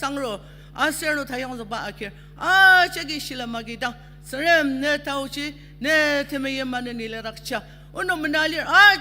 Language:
Ao Naga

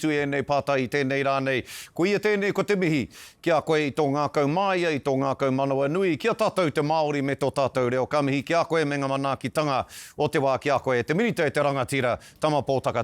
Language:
Māori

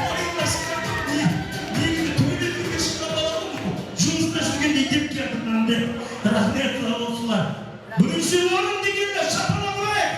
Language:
Kara-Kalpak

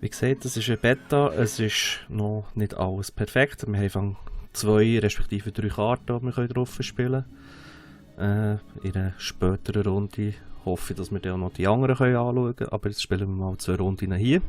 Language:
Swiss German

